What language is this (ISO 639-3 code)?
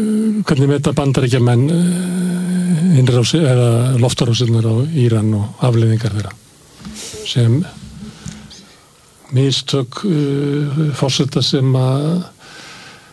isl